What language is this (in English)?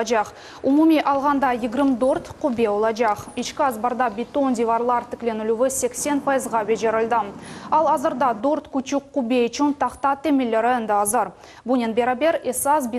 Crimean Tatar